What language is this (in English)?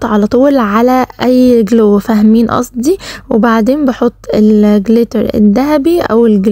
Egyptian Arabic